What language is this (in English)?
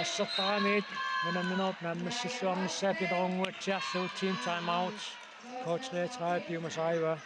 Kalaallisut